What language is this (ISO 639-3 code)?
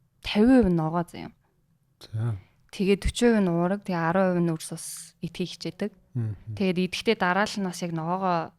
mon